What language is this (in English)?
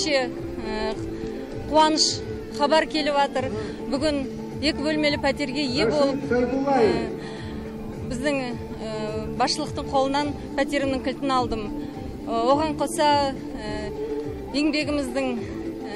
Kazakh